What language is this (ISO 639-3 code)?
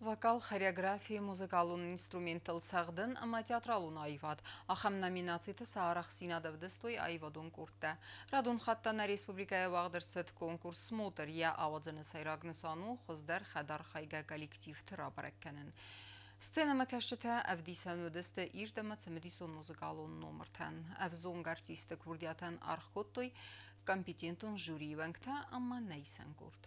oss